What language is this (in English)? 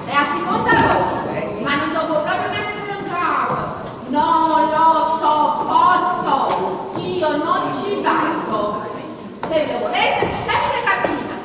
Neapolitan